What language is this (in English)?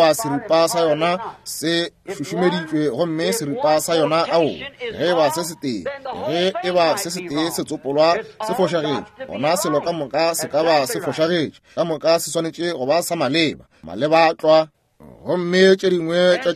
Northern Sotho